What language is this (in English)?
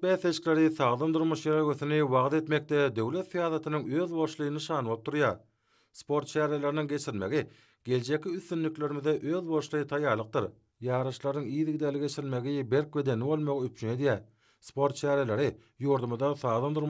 Turkmen